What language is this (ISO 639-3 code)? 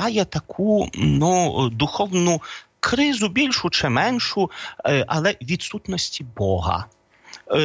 ukr